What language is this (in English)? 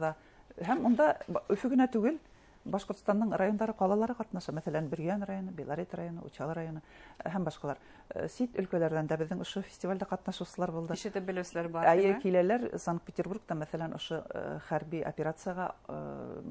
Bashkir